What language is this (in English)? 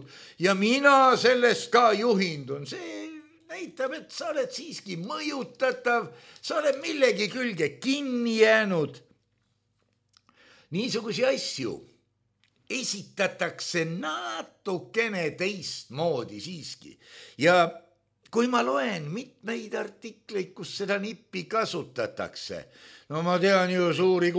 Estonian